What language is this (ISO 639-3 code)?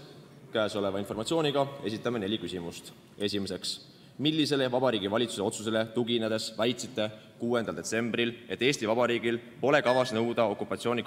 est